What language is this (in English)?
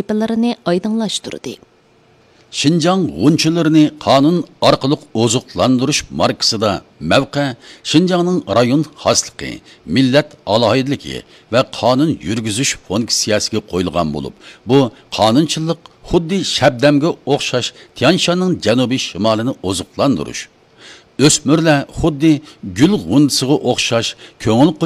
Uyghur